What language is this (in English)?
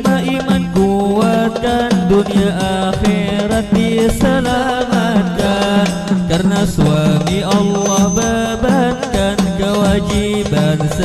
Banjar